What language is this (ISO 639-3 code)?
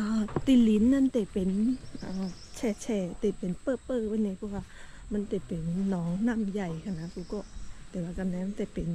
shn